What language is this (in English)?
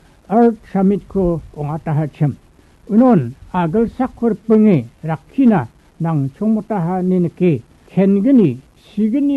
Garo